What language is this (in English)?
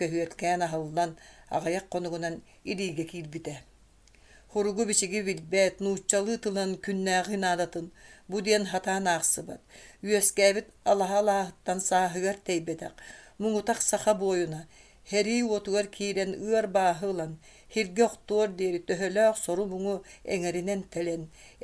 Yakut